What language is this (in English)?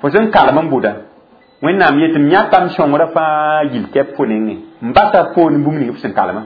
Mossi